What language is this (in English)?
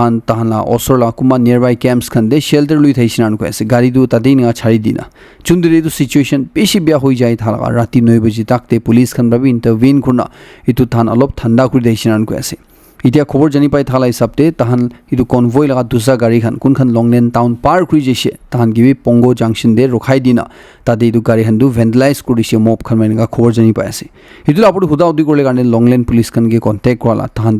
Naga Pidgin